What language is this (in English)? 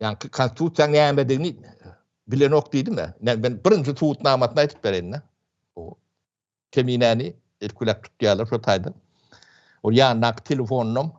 Turkmen